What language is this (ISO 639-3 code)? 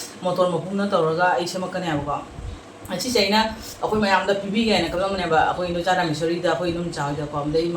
mni